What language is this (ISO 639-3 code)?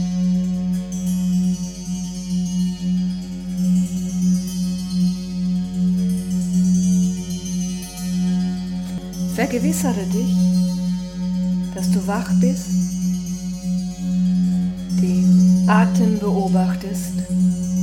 deu